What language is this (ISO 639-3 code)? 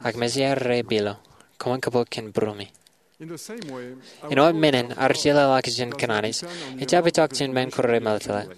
mah